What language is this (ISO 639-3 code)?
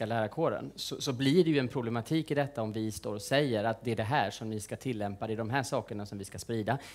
swe